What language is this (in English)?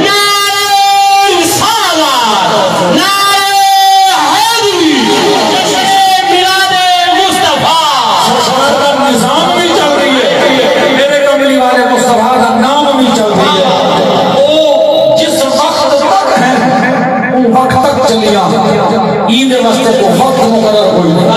Saraiki